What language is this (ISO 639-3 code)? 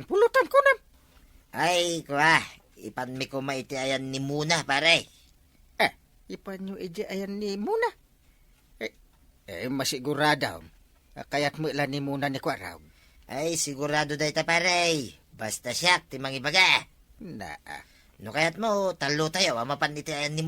ilo